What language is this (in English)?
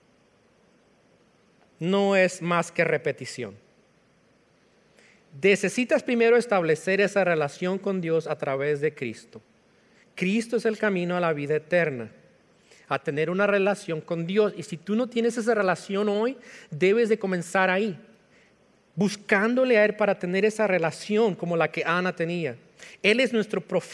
Spanish